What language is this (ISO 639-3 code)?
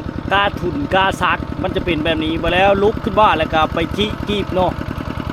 lao